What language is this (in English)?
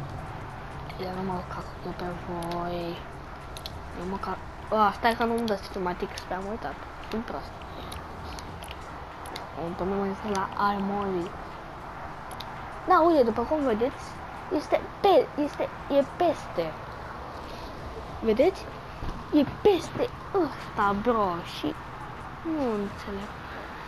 Romanian